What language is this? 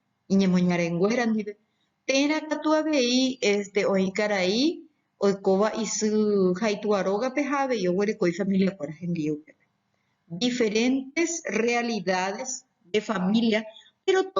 Guarani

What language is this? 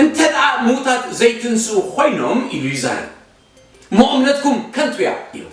Tigrinya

